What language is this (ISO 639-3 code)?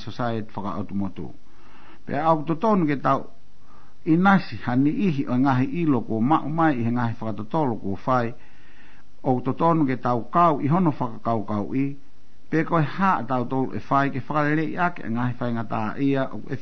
ton